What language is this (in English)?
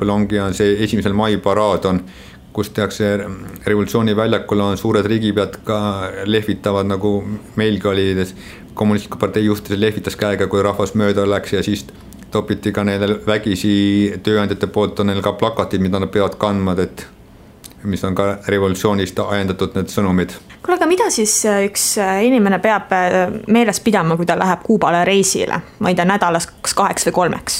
Estonian